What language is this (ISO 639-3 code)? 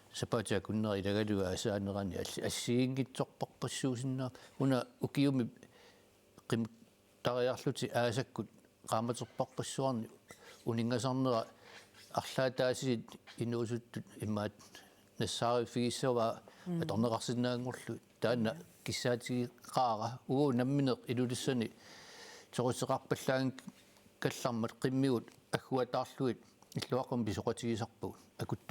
kal